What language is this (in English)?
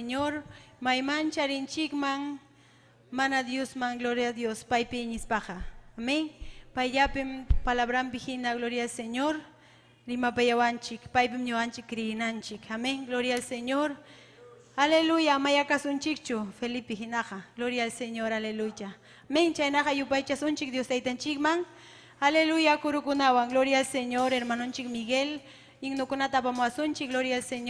Ayacucho Quechua